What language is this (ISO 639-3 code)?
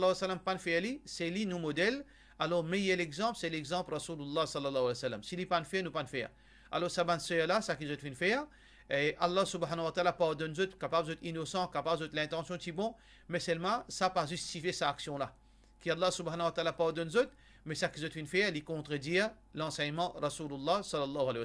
mfe